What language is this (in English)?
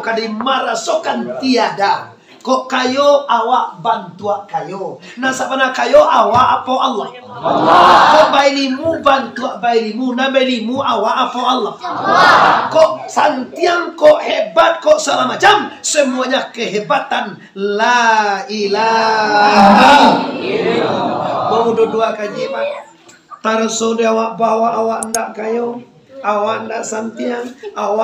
Minangkabau